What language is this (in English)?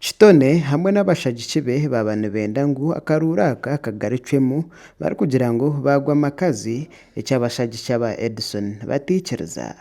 Nyankole